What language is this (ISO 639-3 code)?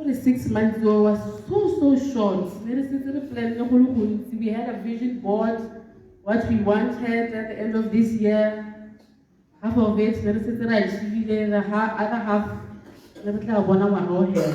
tsn